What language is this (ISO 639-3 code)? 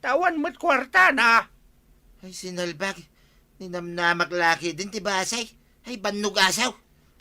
ilo